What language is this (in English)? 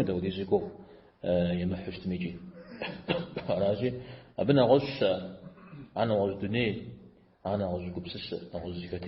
Kabardian